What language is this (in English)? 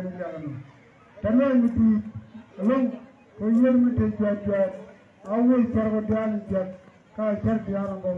Nuer